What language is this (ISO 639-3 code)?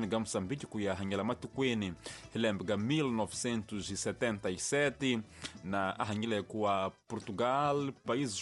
tso